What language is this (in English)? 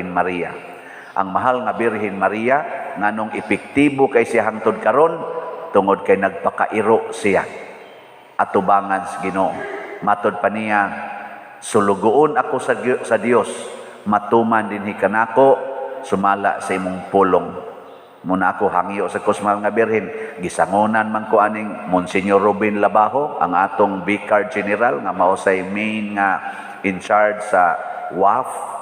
Cebuano